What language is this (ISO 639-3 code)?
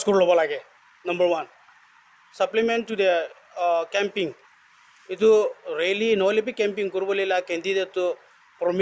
nag